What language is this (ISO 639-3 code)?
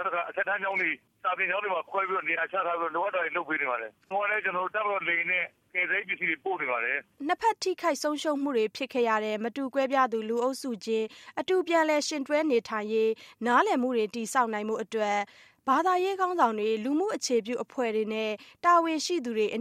mya